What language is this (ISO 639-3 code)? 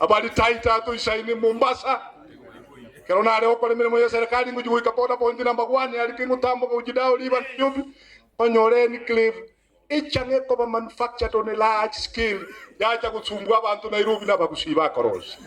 guz